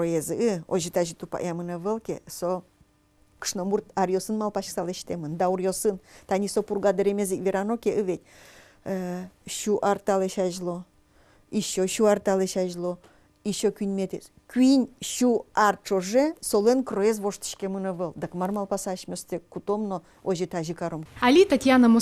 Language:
Udmurt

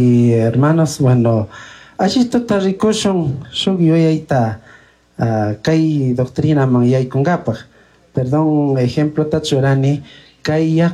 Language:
Chimborazo Highland Quichua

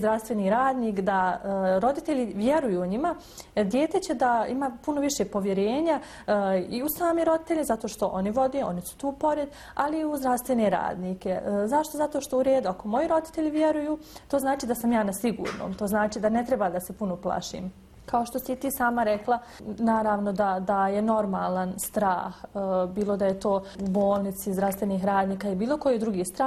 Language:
Bosnian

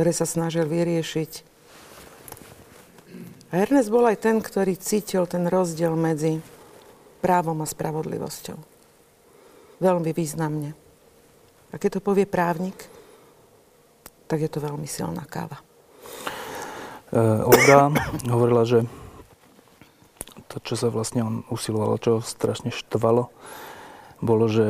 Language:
Slovak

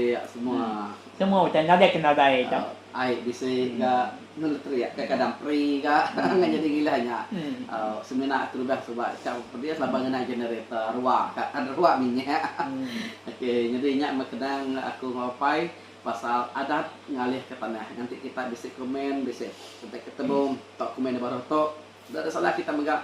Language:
Iban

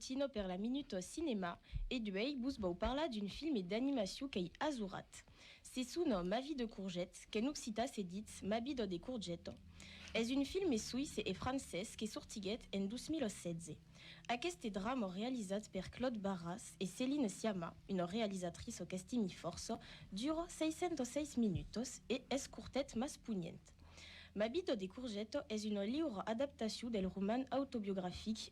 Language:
Occitan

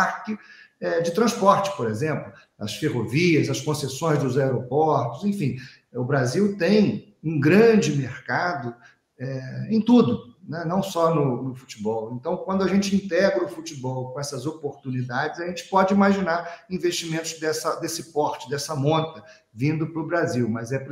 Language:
Portuguese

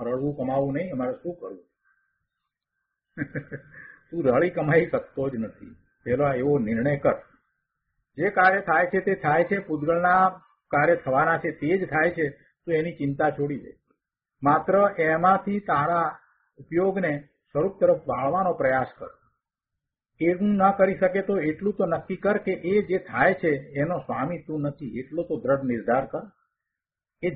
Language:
Gujarati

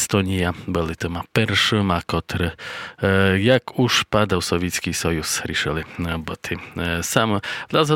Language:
Rusyn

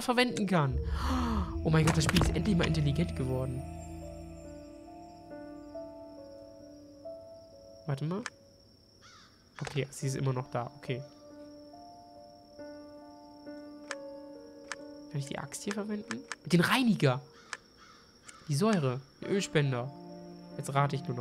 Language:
German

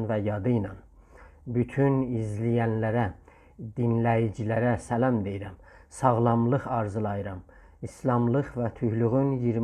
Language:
South Azerbaijani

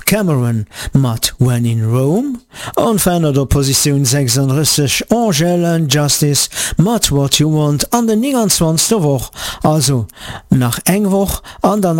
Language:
Luxembourgish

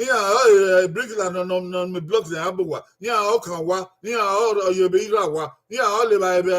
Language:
Bini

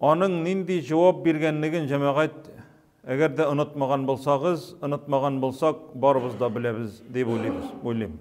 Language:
Tatar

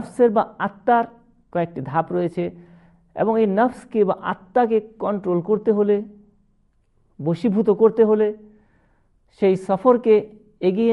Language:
Bangla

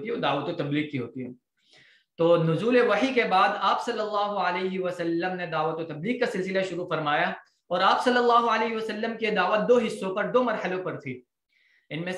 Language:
Urdu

